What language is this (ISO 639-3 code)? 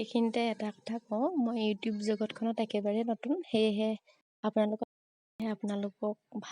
asm